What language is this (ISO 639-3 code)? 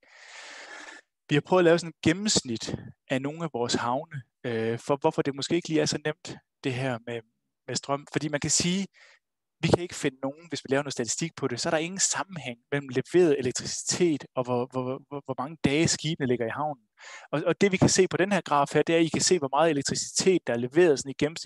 dan